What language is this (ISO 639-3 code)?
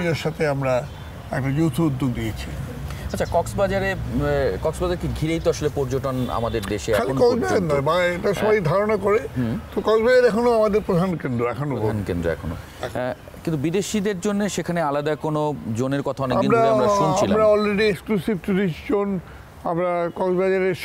ben